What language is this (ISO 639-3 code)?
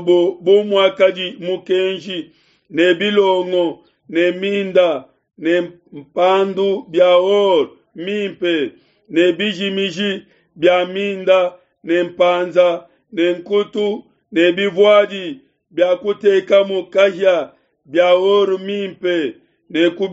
lua